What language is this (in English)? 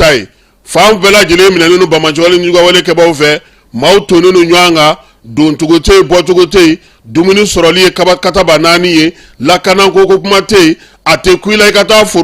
Bambara